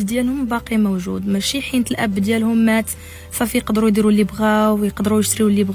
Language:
Moroccan Arabic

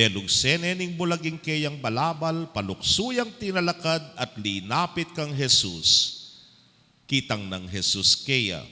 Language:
Pampanga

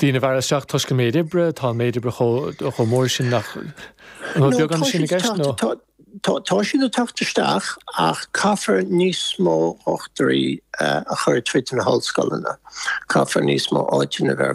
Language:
Irish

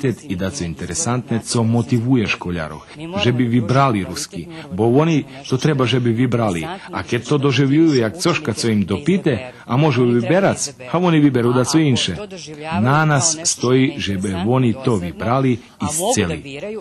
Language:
Rusyn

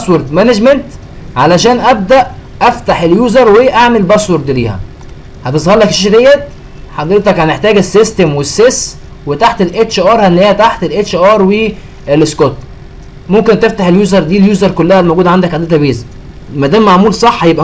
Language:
Egyptian Arabic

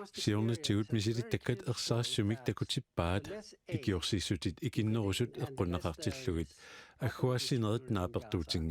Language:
Kalaallisut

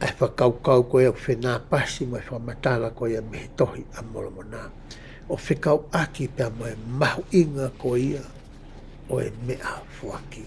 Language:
Tongan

